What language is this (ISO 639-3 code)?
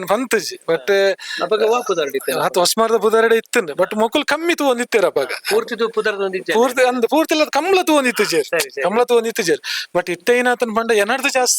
tcy